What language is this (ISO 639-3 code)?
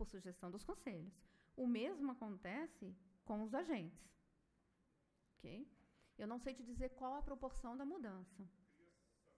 por